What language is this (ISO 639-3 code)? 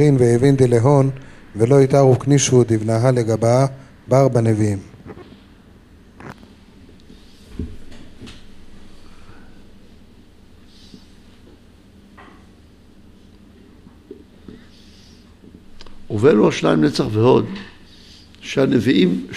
heb